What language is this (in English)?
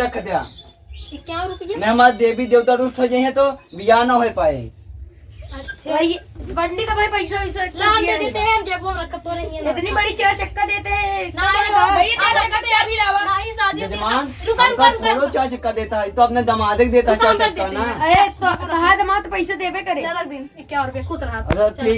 Awadhi